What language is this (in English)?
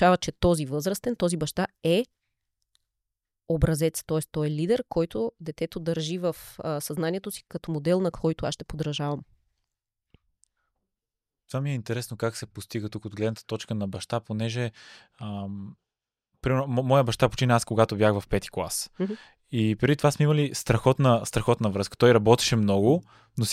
Bulgarian